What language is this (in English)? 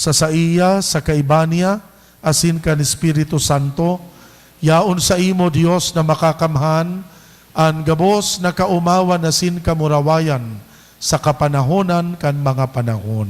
Bikol